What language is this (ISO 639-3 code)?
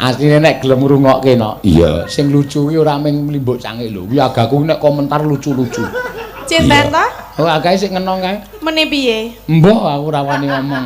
jav